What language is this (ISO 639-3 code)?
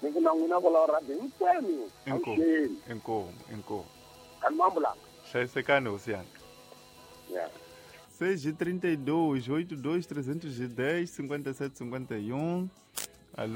tso